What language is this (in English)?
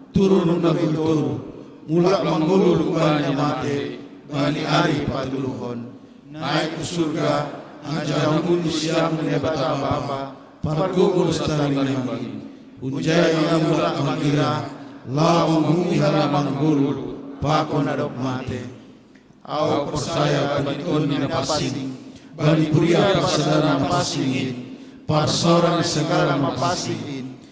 Batak Simalungun